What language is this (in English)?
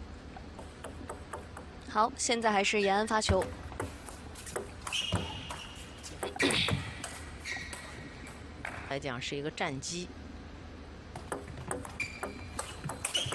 Chinese